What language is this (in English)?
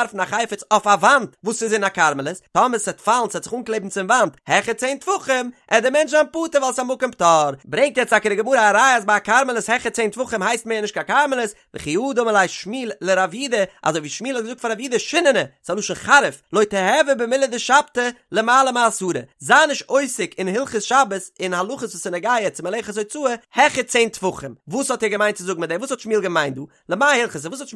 Yiddish